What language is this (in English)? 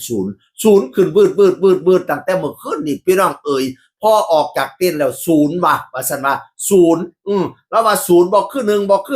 Northeastern Thai